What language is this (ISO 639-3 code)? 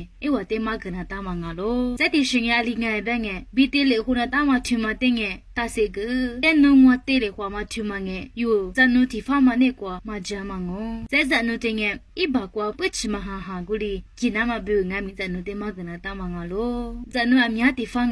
lis